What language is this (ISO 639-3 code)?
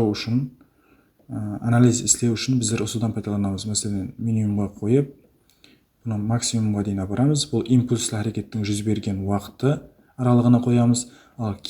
kaa